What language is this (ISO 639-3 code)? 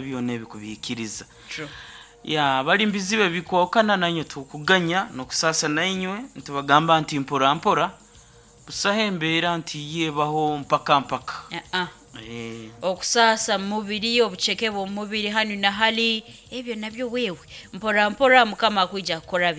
nyo